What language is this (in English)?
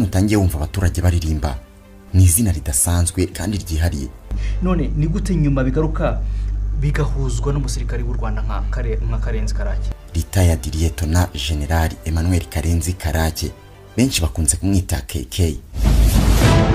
Kinyarwanda